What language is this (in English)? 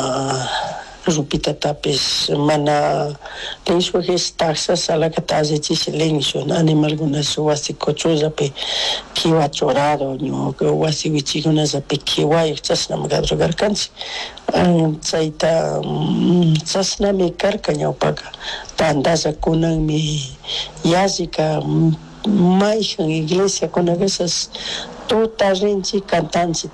Chimborazo Highland Quichua